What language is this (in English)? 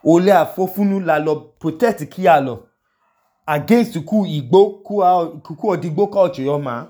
Idoma